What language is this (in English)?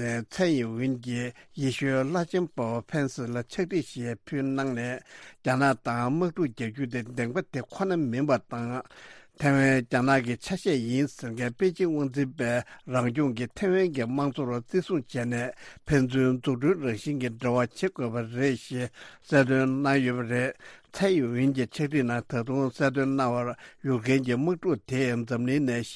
Tibetan